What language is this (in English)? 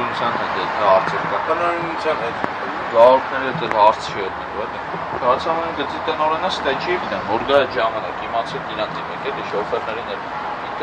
Armenian